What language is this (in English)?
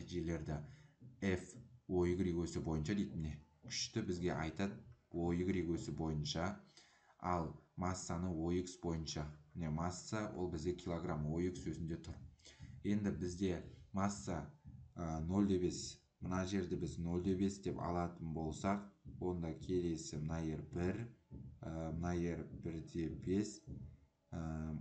Kazakh